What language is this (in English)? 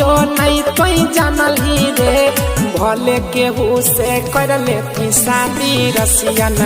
Maithili